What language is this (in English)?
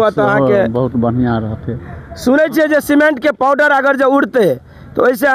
Maithili